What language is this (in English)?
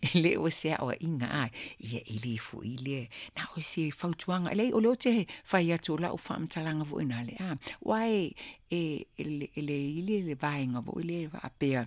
Samoan